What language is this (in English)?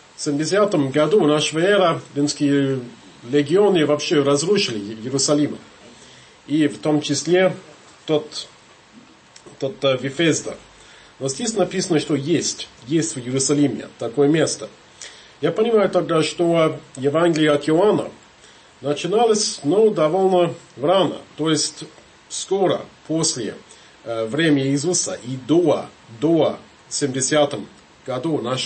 Russian